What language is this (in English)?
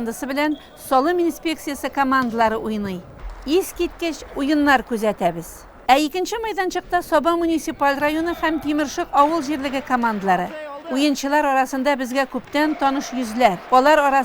Tatar